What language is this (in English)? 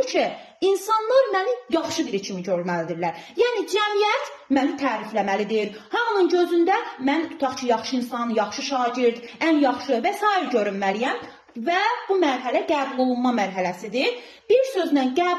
Azerbaijani